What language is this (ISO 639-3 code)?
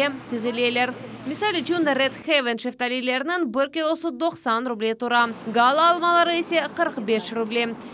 crh